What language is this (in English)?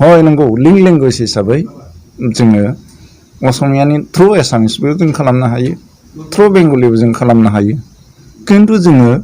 Bodo